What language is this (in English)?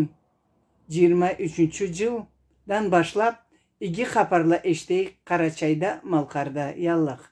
Karachay-Balkar